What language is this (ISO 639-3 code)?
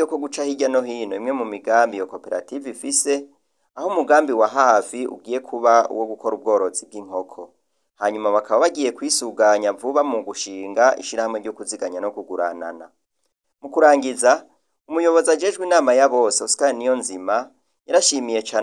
run